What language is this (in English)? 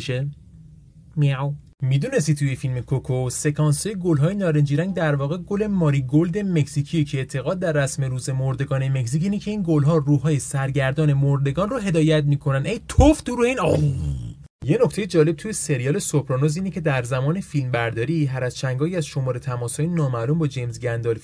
Persian